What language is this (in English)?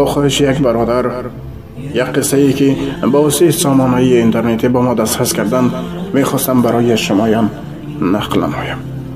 Tajik